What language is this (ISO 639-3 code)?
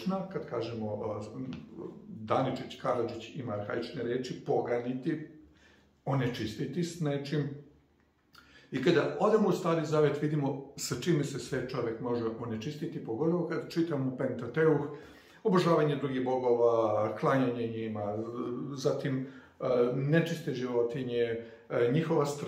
srp